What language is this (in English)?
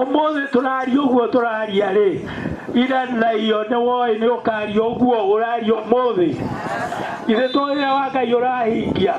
Kikuyu